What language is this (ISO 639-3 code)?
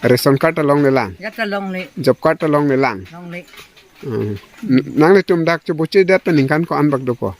mjw